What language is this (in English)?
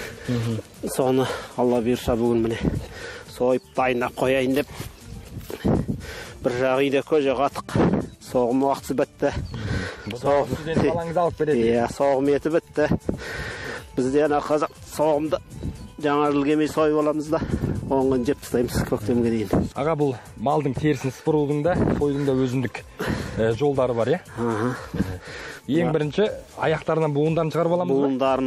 Kazakh